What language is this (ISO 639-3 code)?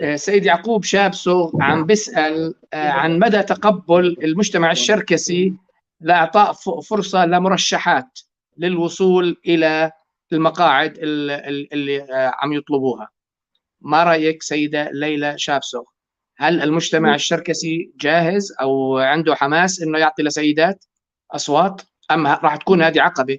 apc